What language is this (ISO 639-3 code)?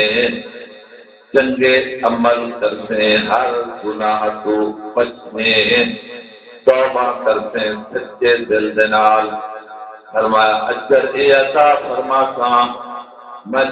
skr